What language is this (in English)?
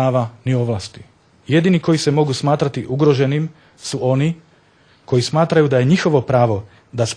Bosnian